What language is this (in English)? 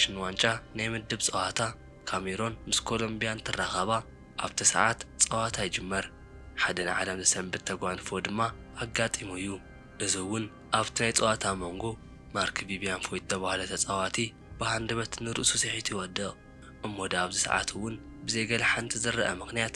Tigrinya